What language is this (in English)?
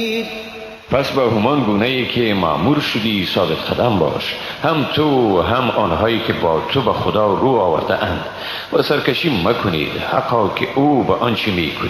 Persian